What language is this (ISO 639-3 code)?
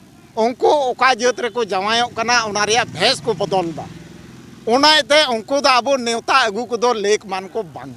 sat